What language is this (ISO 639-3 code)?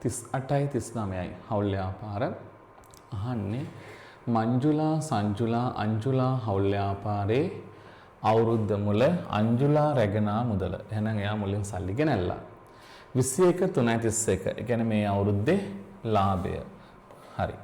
sin